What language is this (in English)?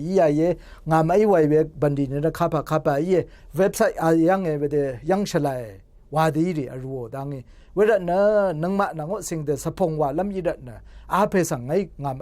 Rawang